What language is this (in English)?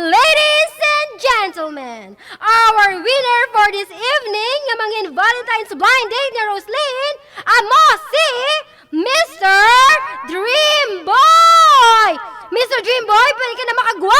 Hiligaynon